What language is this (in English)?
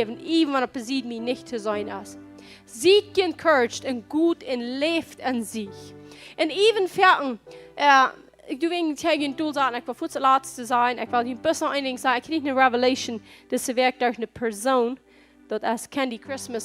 Plautdietsch